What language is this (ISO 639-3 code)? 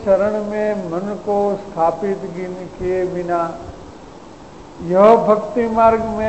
hin